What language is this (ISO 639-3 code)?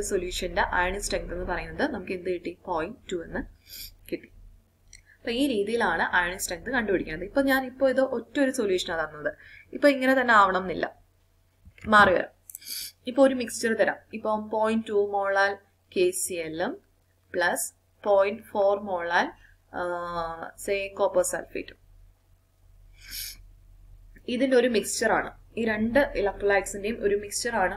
mal